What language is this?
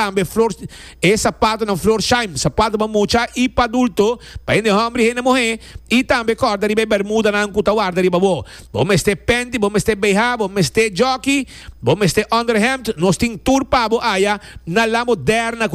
Papiamento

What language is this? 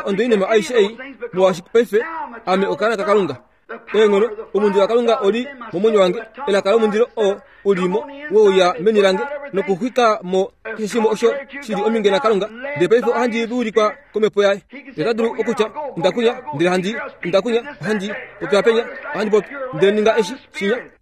Kuanyama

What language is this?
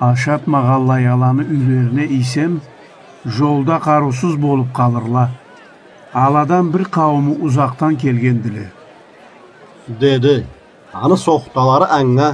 Karachay-Balkar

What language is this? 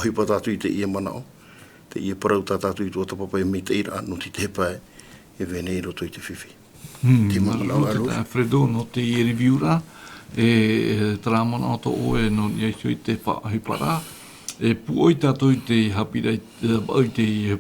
Tahitian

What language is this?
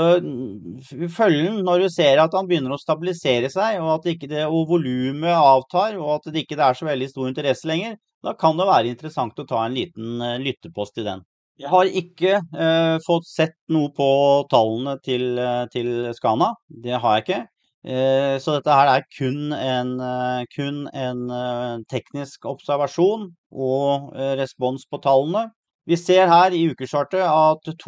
Norwegian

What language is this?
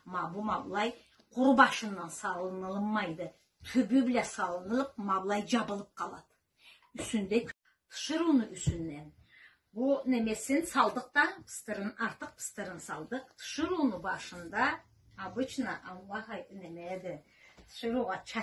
Karachay-Balkar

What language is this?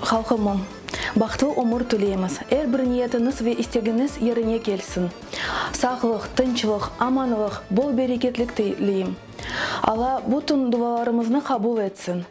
Crimean Tatar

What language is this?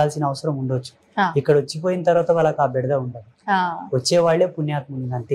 Telugu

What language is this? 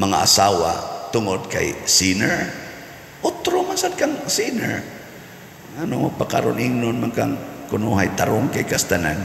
Cebuano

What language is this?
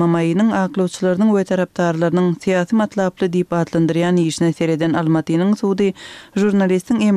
Kyrgyz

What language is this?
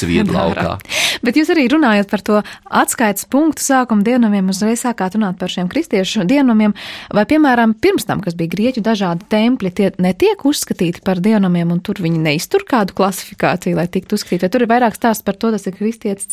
Latvian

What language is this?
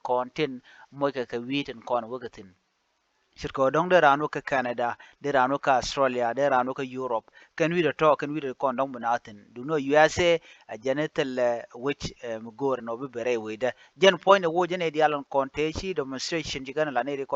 Nuer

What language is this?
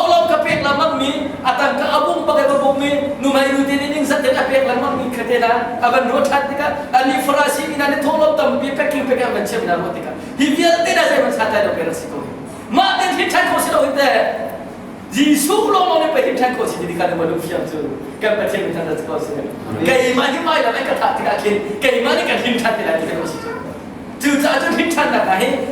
Hakha Chin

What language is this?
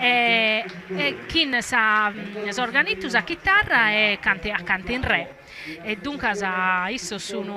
Sardinian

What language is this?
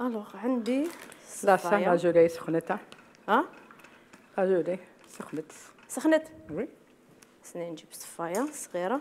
Algerian Arabic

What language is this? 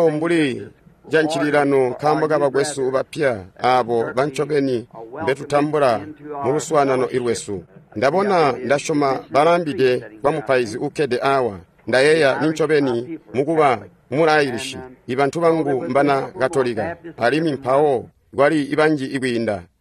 Tonga (Zambia)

